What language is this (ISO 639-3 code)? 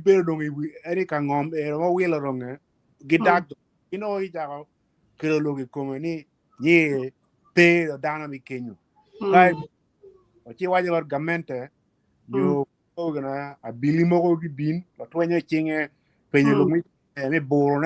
ach